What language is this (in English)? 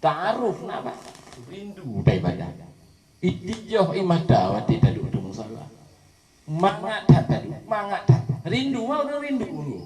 Achinese